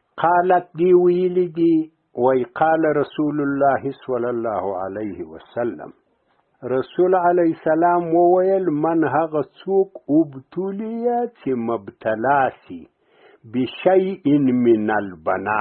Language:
Pashto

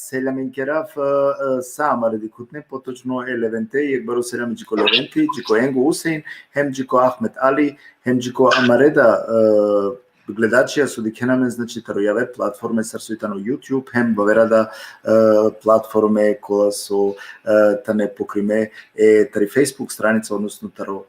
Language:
Balkan Romani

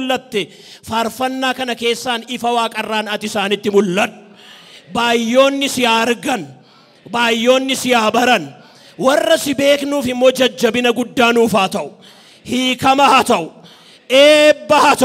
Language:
Oromo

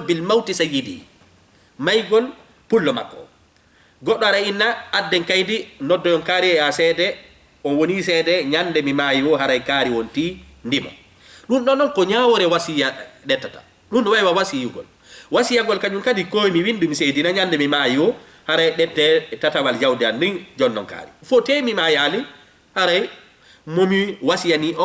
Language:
Fula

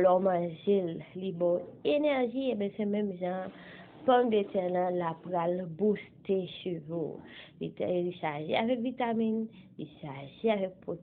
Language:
Haitian Creole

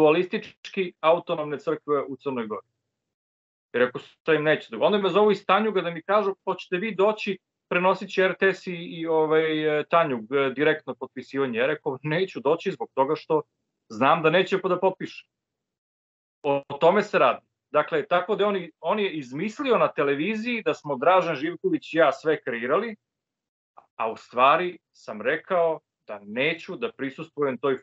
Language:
Serbian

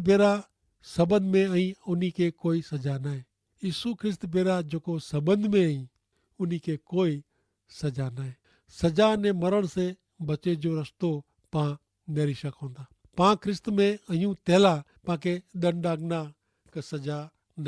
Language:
Kachhi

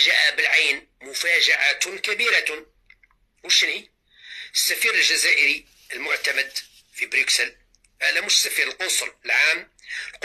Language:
Algerian Arabic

